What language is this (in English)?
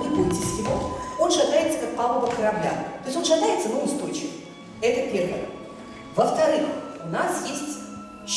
Russian